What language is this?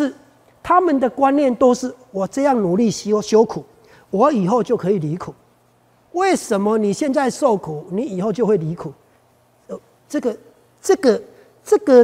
Chinese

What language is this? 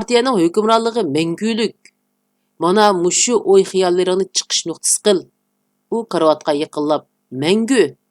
Uyghur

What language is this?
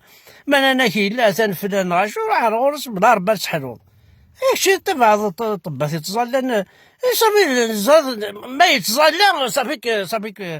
Kabyle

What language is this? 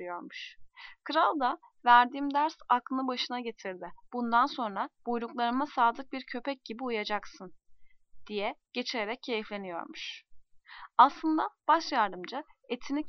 Turkish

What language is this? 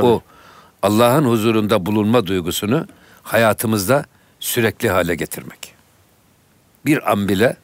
Turkish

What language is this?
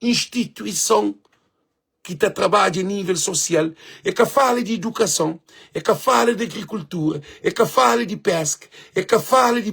Kabuverdianu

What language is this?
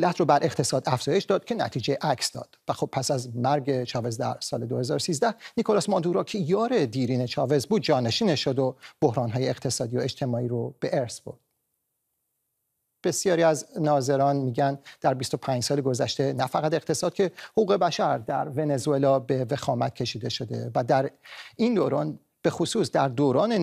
Persian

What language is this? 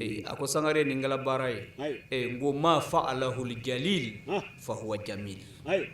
Bambara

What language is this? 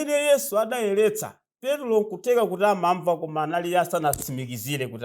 Nyanja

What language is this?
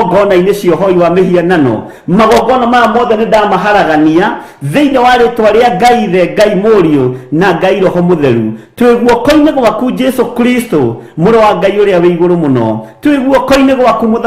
Kikuyu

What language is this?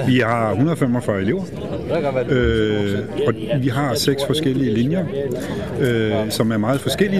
Danish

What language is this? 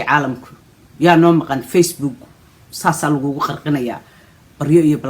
Somali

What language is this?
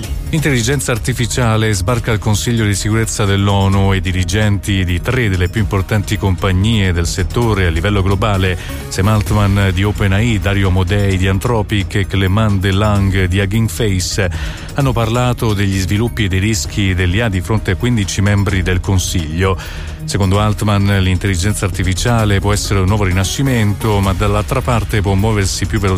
Italian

